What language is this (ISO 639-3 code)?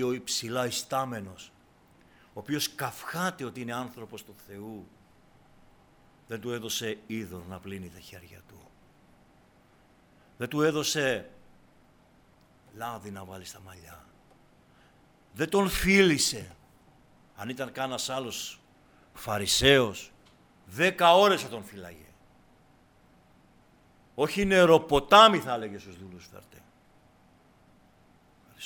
ell